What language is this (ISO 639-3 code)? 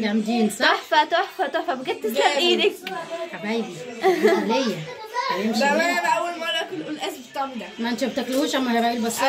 arz